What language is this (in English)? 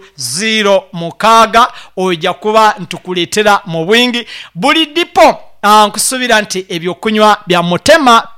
Nyankole